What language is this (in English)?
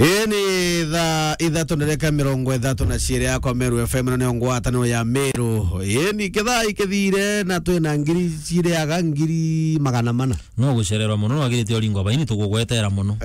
Meru